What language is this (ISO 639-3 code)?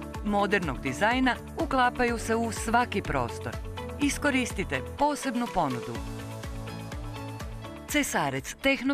hrv